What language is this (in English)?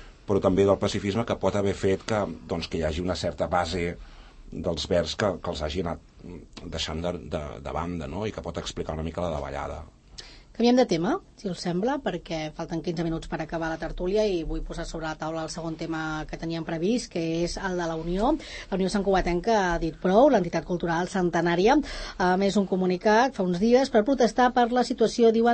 Catalan